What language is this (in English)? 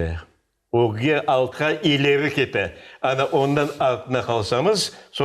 Crimean Tatar